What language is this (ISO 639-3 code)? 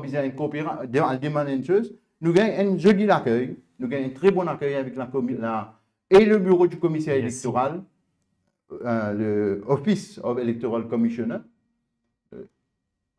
mfe